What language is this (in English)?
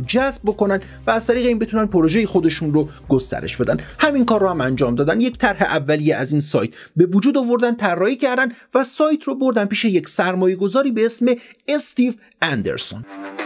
Persian